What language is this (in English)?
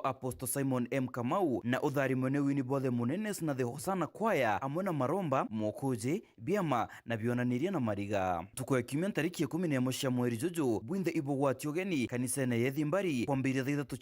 Meru